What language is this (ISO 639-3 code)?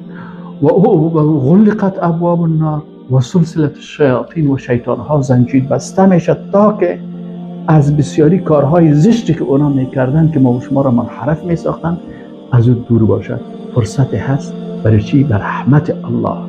fas